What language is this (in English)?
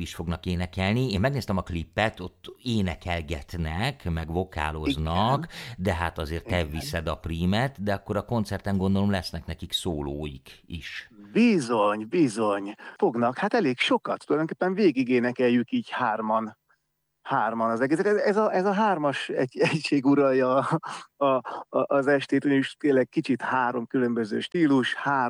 Hungarian